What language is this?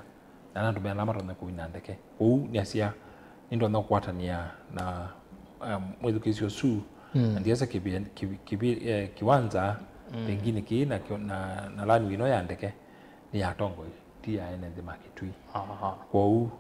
Kamba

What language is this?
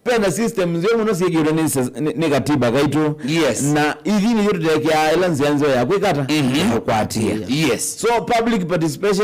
Kamba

